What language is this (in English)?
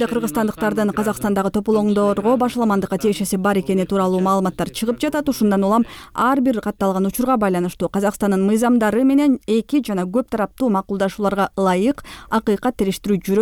Kyrgyz